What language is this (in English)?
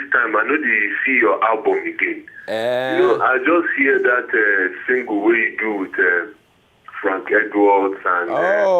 Nigerian Pidgin